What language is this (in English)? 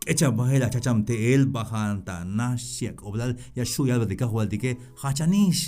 Tzeltal